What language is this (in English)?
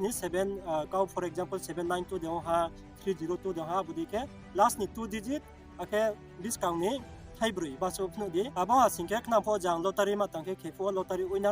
Riang (India)